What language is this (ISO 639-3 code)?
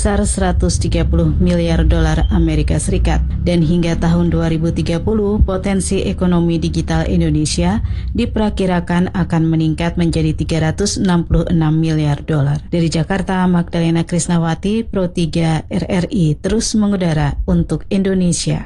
ind